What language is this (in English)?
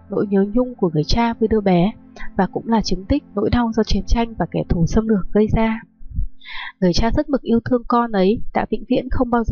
Vietnamese